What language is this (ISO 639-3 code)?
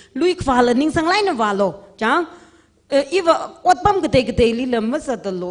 nmf